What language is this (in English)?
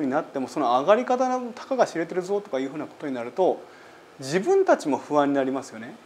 Japanese